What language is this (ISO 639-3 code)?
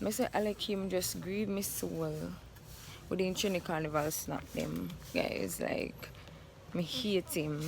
jam